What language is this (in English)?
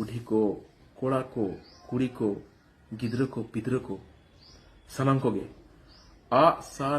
Santali